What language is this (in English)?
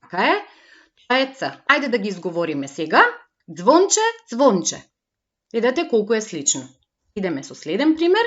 Macedonian